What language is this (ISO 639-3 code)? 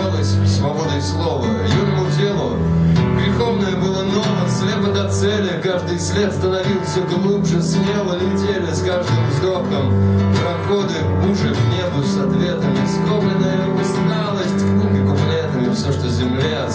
rus